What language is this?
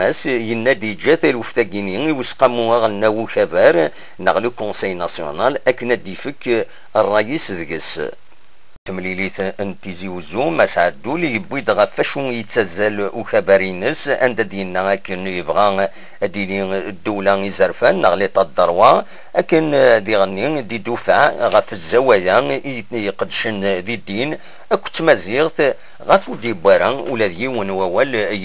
Kabyle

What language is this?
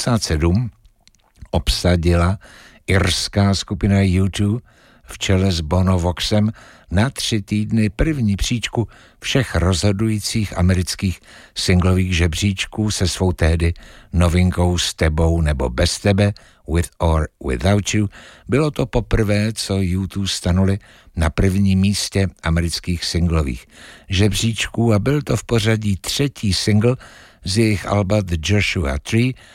Czech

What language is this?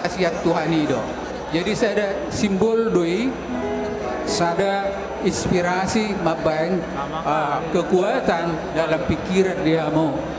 Batak Toba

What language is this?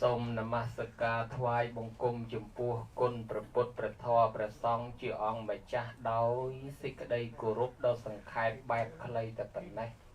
Khmer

